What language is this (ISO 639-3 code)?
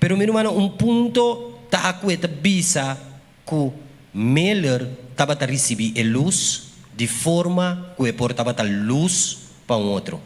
pap